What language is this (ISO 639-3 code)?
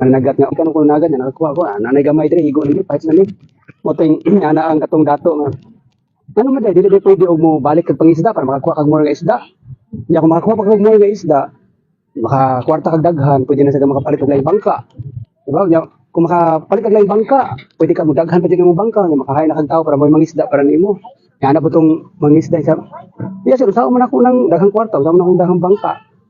ceb